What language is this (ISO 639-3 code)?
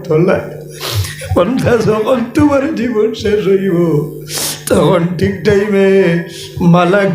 syl